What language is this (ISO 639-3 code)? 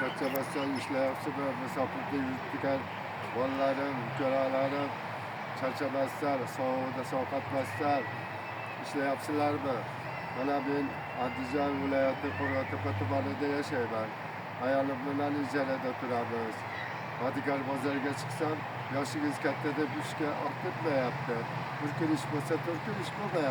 uzb